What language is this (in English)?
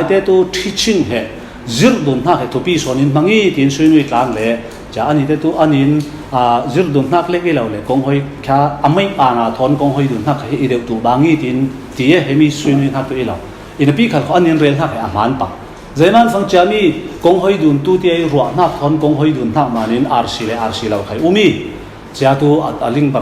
Falam Chin